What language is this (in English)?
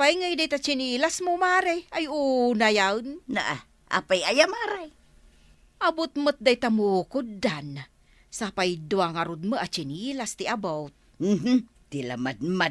Iloko